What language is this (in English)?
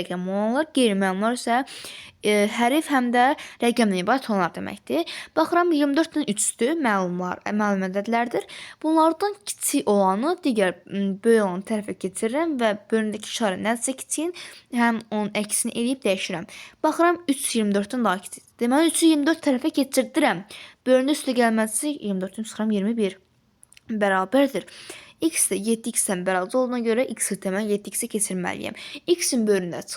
Azerbaijani